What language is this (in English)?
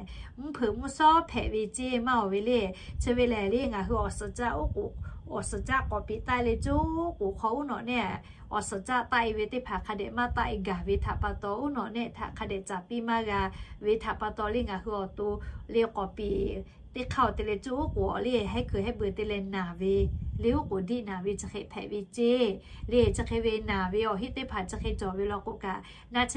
Lahu